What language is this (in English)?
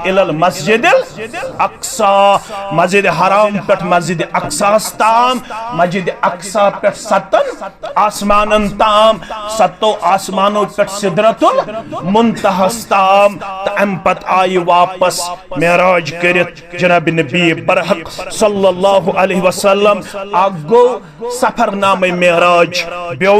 Kashmiri